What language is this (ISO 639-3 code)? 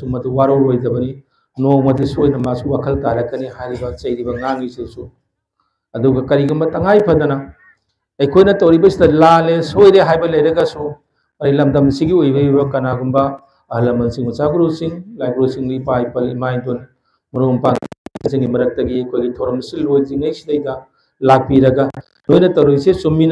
mni